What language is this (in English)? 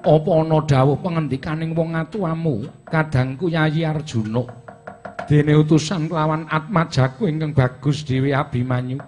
Javanese